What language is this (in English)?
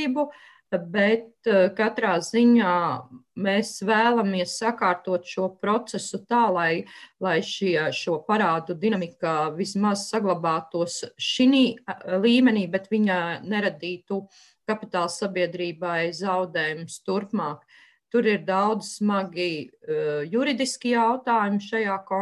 Latvian